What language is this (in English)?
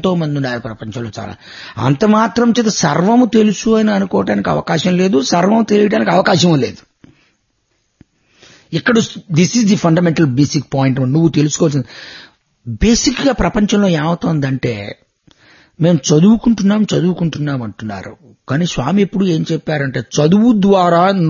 Telugu